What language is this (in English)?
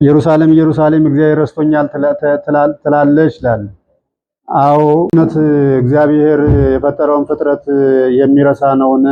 Amharic